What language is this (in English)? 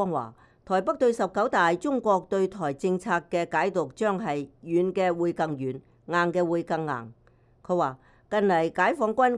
Cantonese